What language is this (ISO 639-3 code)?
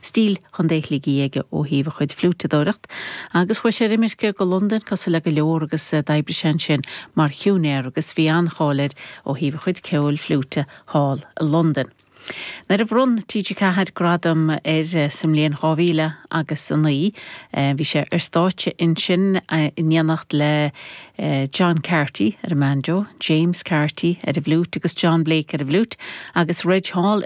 gle